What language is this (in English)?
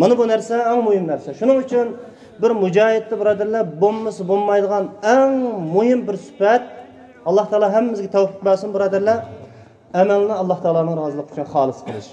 Uyghur